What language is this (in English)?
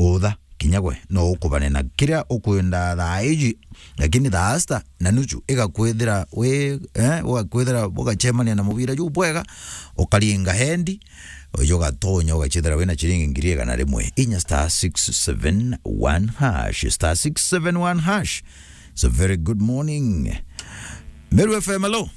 Meru